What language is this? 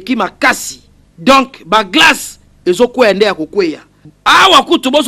Lingala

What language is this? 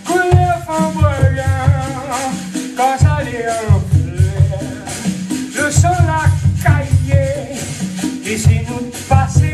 Réunion Creole French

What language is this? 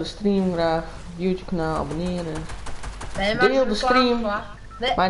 Western Frisian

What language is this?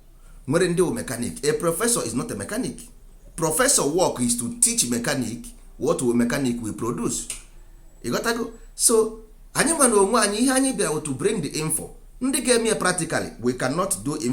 Igbo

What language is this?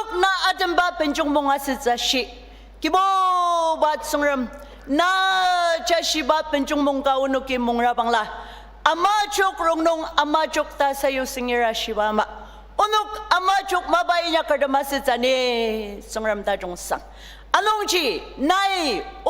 Ao Naga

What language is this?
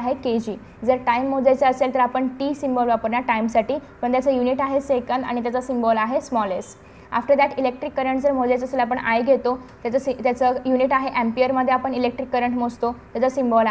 Marathi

